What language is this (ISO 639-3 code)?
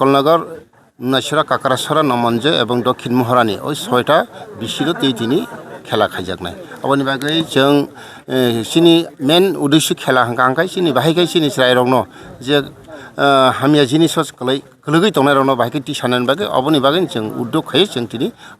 trp